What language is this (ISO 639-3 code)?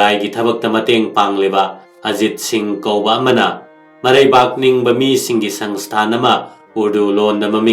mni